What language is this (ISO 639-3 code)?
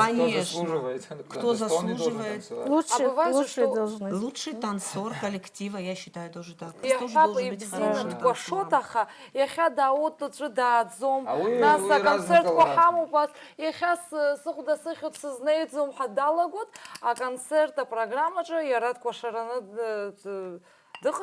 abk